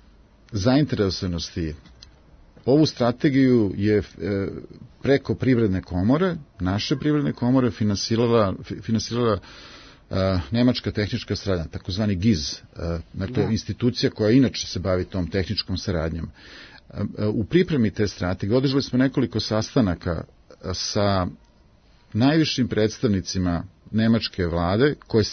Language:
Serbian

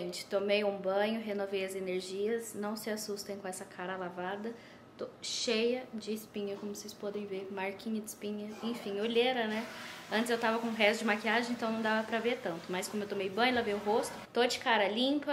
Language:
Portuguese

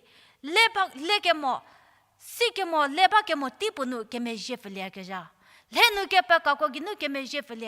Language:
Angami Naga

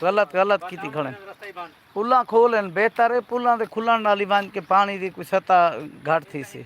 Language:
Saraiki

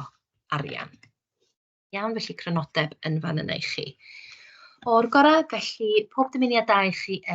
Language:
Welsh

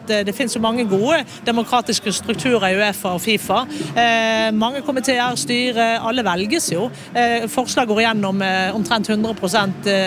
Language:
Norwegian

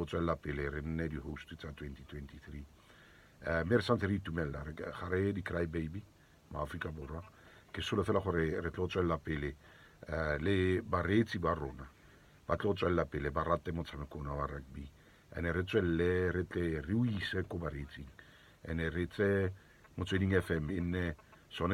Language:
Tswana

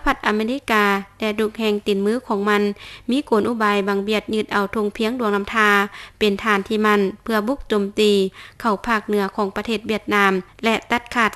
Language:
Lao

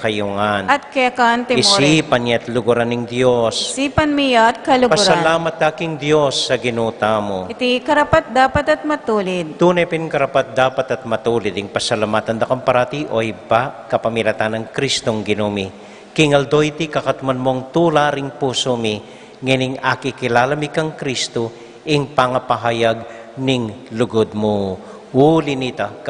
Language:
Pampanga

